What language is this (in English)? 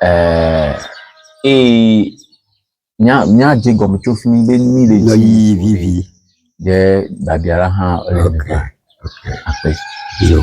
Ewe